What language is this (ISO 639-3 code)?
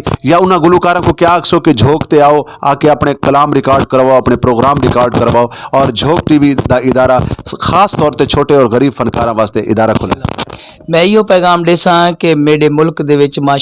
skr